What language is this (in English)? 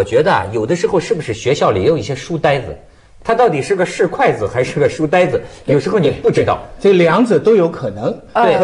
Chinese